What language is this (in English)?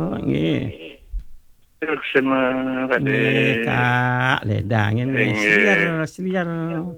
Balinese